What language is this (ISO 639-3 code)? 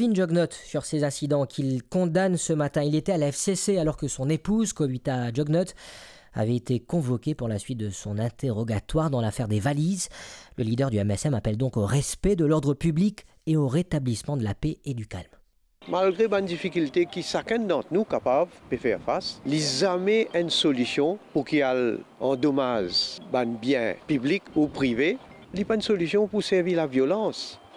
mfe